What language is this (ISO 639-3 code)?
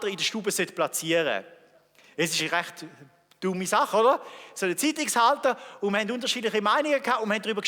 gsw